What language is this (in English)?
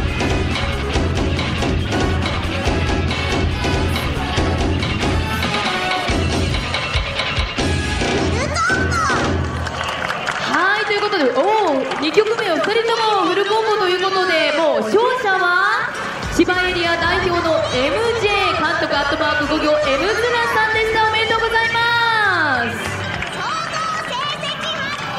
Japanese